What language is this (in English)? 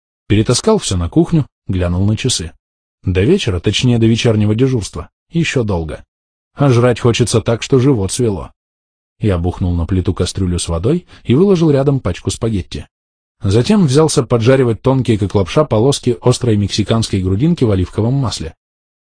Russian